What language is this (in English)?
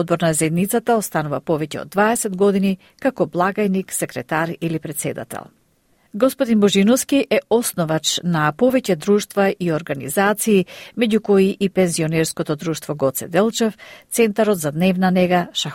Macedonian